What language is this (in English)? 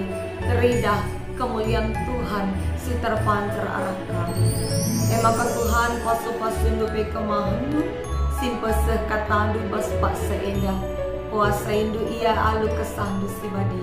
Batak Karo